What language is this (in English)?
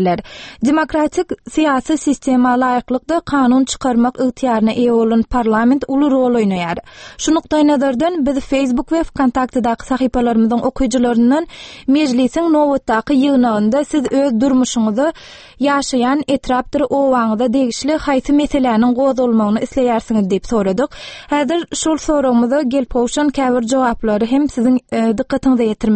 Turkmen